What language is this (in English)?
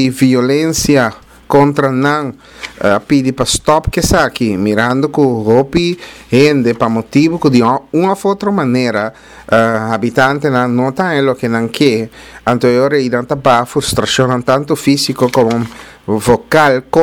Papiamento